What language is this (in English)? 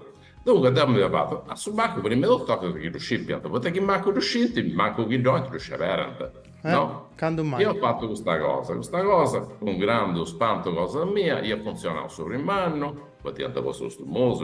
Sardinian